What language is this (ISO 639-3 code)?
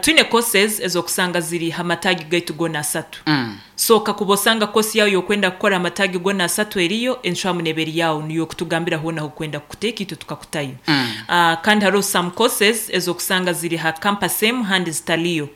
nyn